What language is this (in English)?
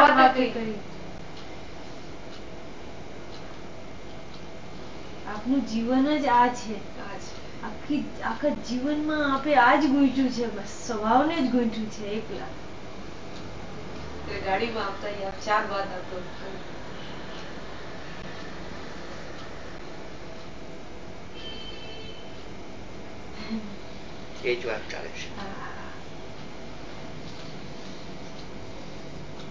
Gujarati